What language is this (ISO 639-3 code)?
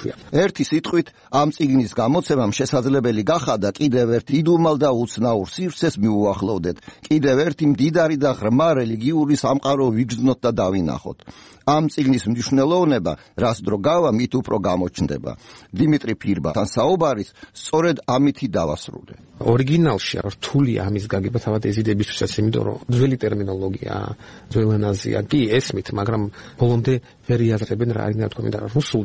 kat